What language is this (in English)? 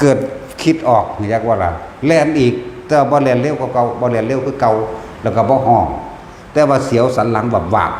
Lao